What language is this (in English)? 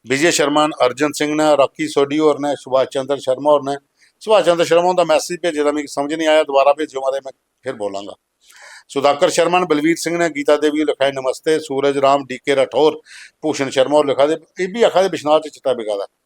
Dogri